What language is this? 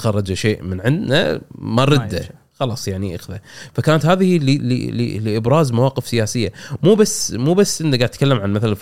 Gulf Arabic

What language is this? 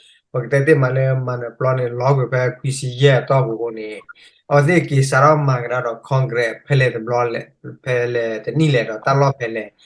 S'gaw Karen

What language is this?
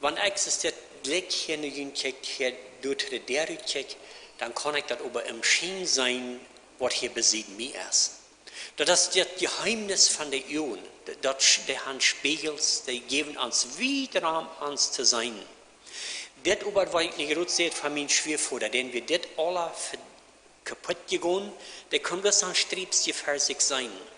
Plautdietsch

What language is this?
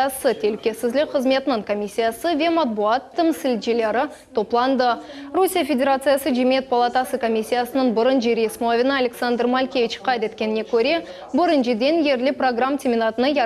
Crimean Tatar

